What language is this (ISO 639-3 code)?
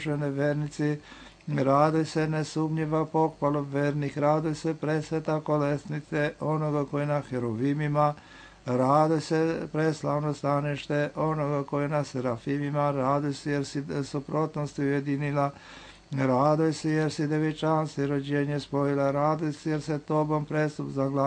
srp